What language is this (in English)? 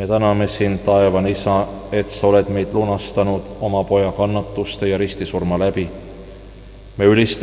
Estonian